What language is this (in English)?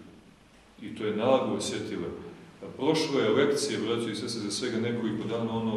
Serbian